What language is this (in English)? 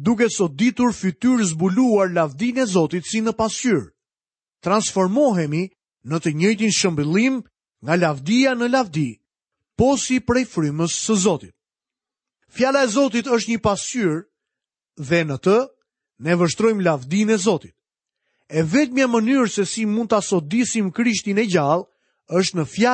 Albanian